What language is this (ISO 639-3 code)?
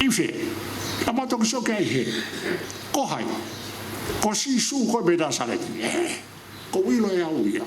ton